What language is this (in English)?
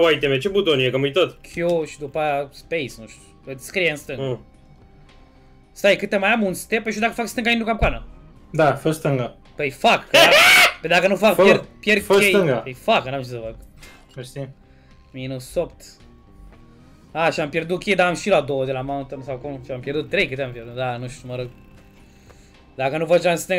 Romanian